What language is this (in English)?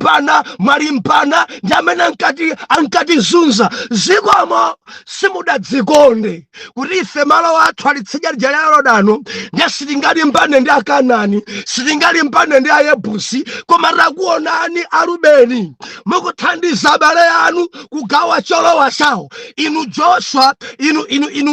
Nyanja